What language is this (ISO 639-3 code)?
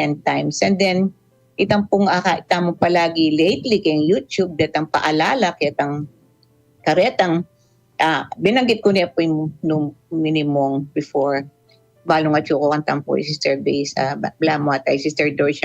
pam